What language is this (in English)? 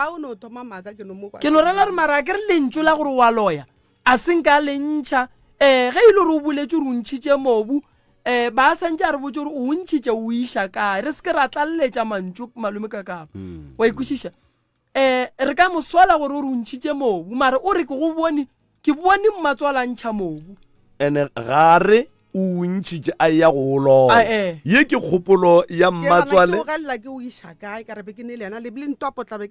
Northern Sotho